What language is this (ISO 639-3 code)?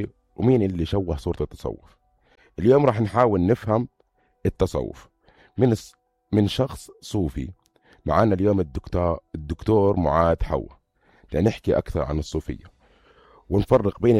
apc